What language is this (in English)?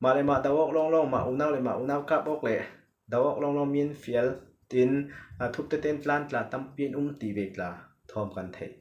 Falam Chin